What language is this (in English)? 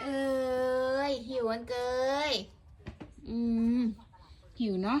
Lao